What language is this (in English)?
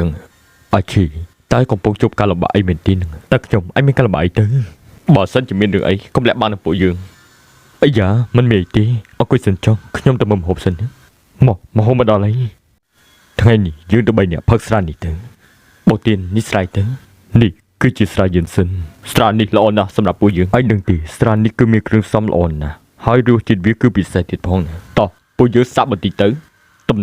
Khmer